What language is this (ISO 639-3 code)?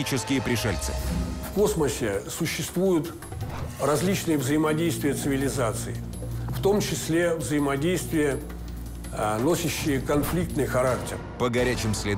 rus